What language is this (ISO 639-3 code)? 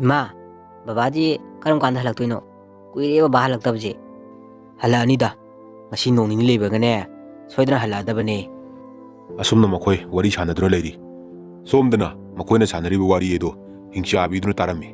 mni